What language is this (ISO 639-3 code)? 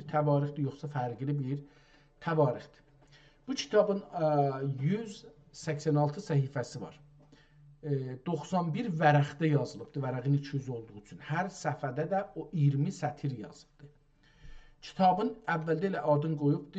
azb